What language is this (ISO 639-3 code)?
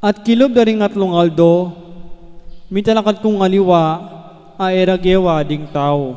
pam